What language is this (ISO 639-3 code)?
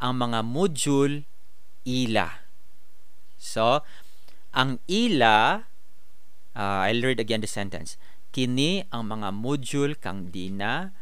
ceb